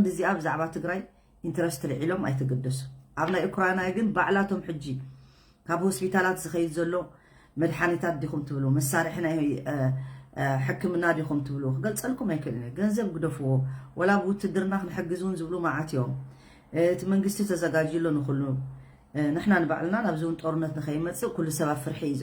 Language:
Tigrinya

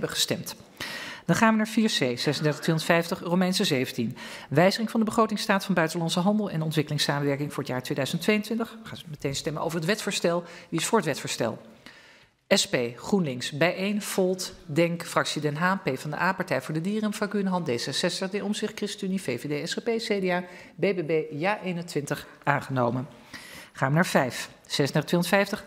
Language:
Dutch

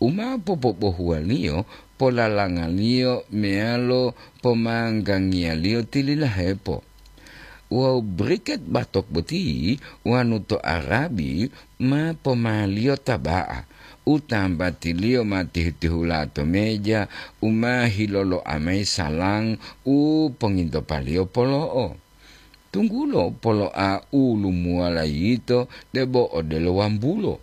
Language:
Gorontalo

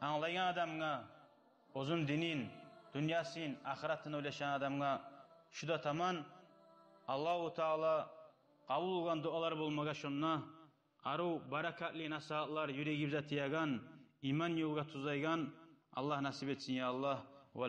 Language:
Kumyk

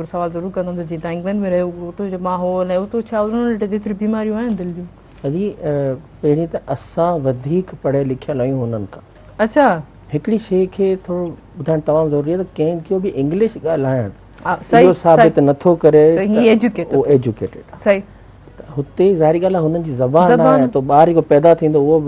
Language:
Sindhi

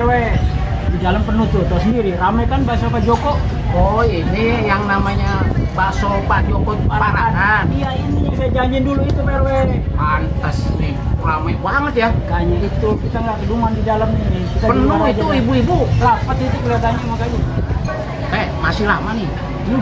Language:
Betawi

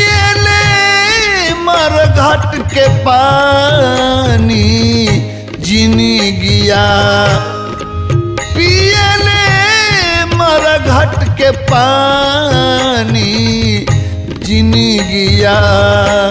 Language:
Bhojpuri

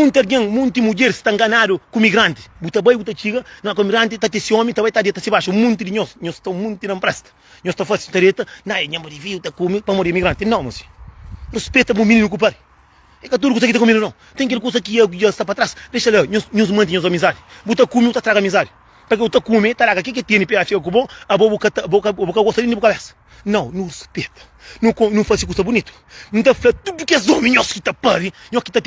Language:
Kabuverdianu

